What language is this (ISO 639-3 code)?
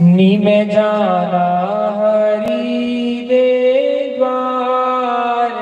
doi